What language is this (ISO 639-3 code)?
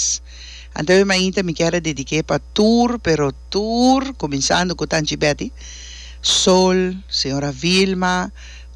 pap